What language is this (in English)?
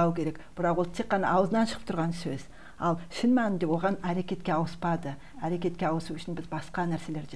Kazakh